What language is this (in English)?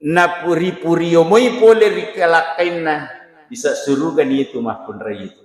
Buginese